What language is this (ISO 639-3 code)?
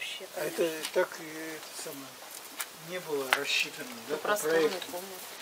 rus